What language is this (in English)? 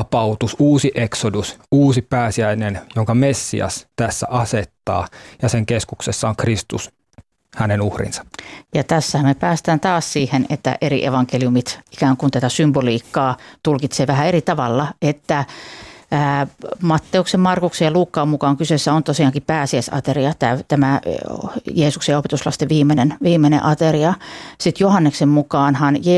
Finnish